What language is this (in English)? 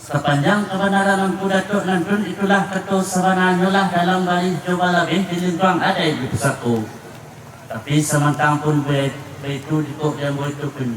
Minangkabau